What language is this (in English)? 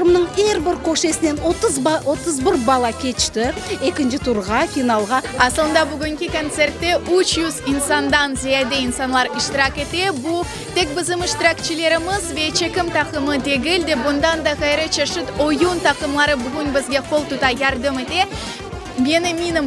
Crimean Tatar